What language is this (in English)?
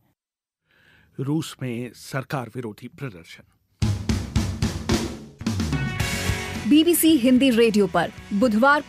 Hindi